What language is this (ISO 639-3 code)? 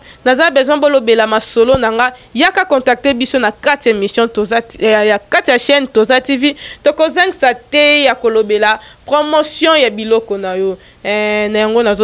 lin